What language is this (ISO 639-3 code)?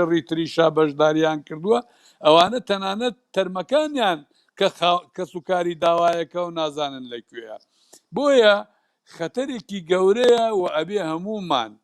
ckb